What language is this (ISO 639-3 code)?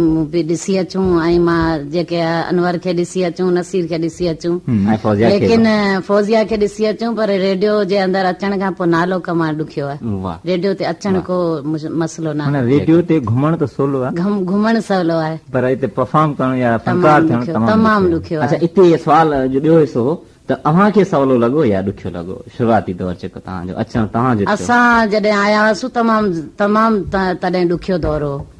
snd